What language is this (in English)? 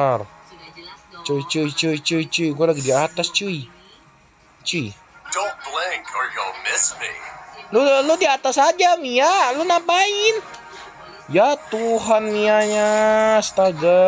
Indonesian